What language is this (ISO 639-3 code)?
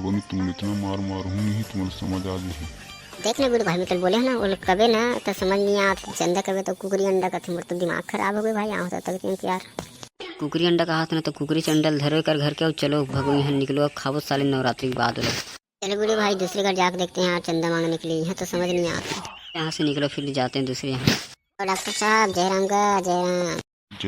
hne